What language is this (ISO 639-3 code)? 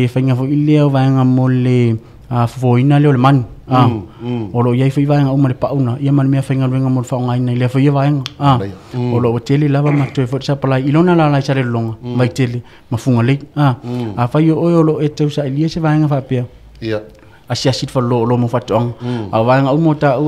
smo